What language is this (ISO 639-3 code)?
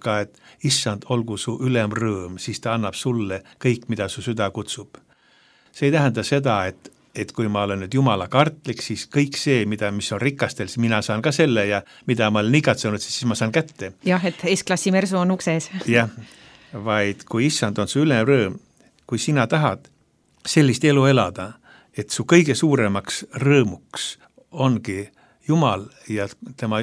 est